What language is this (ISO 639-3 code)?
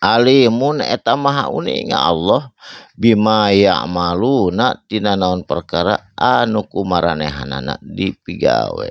sun